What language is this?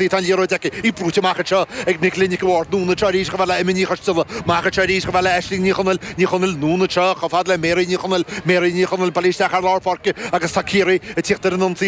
Irish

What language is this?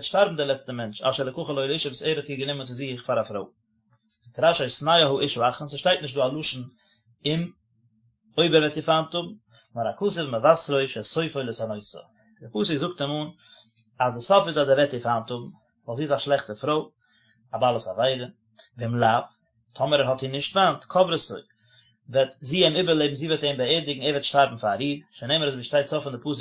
Yiddish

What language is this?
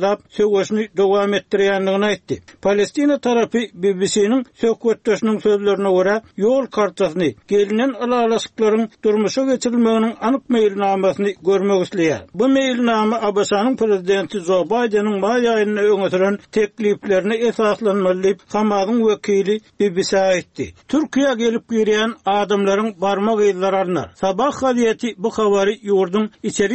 Turkmen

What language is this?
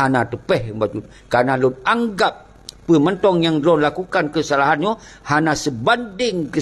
Achinese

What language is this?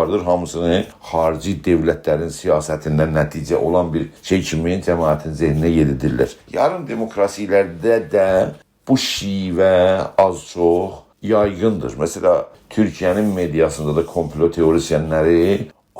South Azerbaijani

